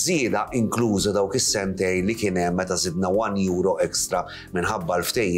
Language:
Maltese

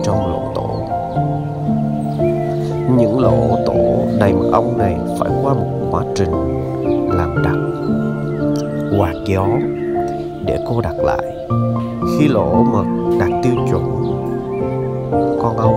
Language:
Vietnamese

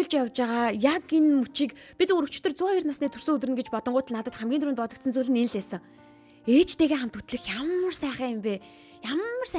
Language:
Mongolian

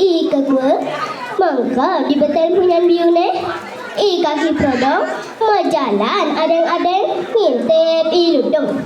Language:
Balinese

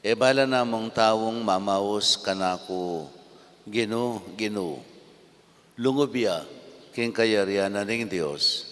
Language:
Pampanga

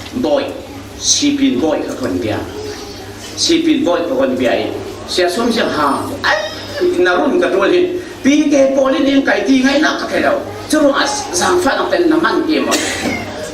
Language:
Falam Chin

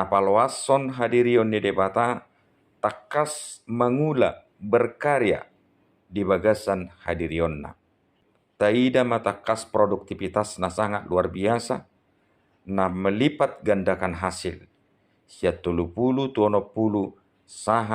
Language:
Batak Toba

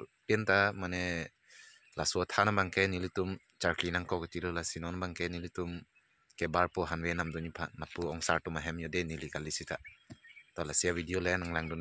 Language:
Karbi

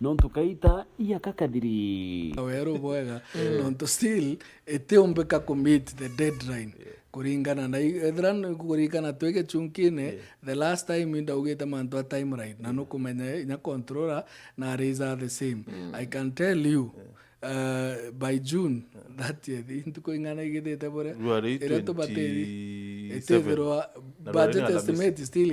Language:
Meru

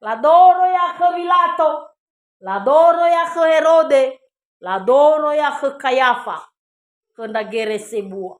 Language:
Nias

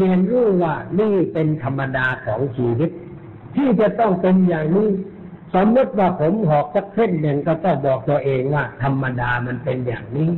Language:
Thai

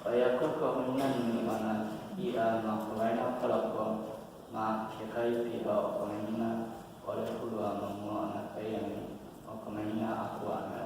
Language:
Hawaiian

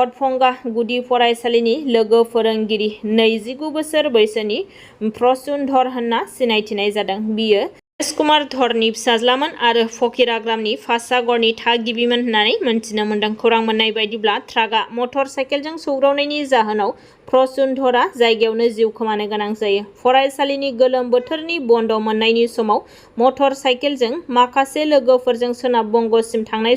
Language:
Bodo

